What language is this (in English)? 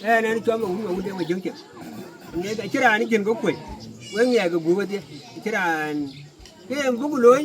Dinka